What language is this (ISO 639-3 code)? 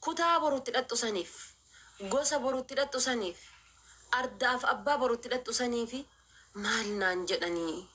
orm